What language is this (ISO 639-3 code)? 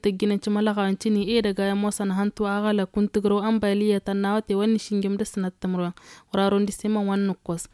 taq